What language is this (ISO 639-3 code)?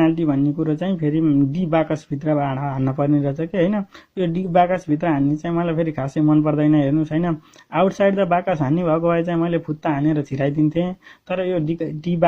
nep